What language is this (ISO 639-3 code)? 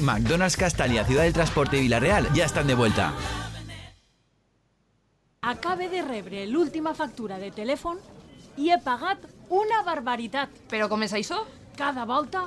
cat